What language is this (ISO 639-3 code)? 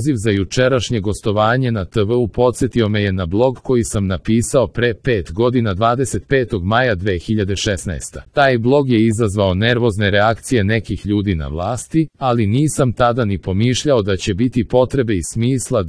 srp